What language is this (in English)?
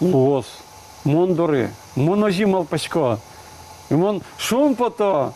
Udmurt